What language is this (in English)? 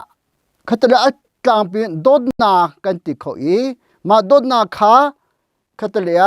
Hakha Chin